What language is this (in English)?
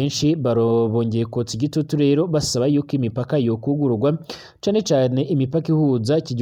Rundi